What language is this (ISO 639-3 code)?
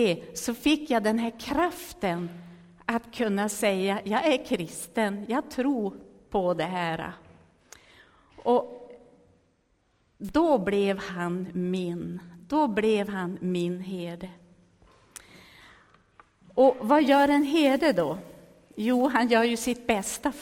swe